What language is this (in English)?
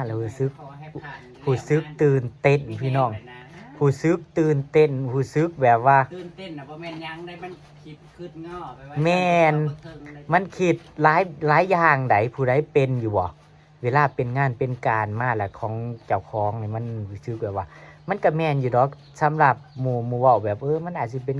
Northeastern Thai